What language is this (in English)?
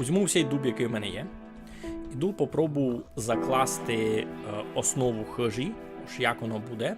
Rusyn